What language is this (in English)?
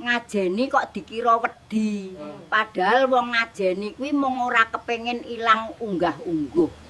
Javanese